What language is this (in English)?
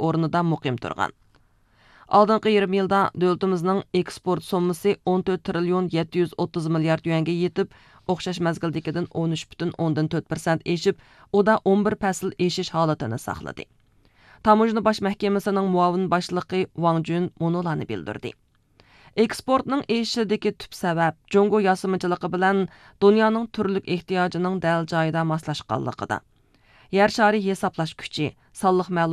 Uyghur